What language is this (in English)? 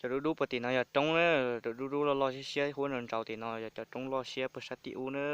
Hmong